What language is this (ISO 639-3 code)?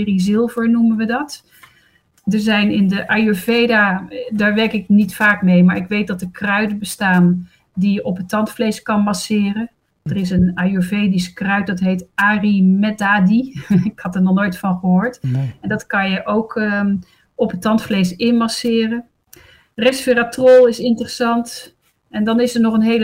nld